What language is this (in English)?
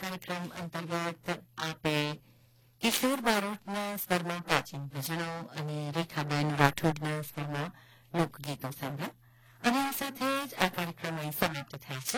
Gujarati